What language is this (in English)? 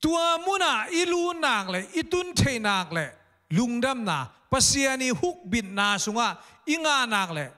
Tedim Chin